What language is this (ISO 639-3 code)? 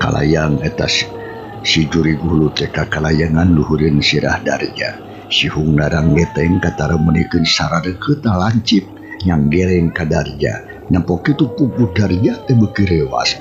sun